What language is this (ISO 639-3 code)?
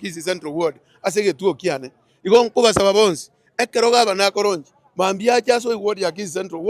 guz